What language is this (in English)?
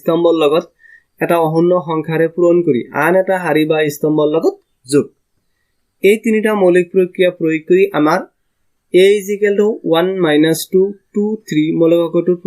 Assamese